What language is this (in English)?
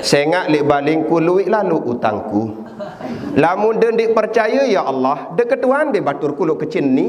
Sasak